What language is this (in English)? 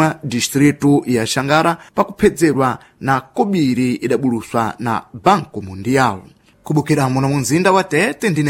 Sena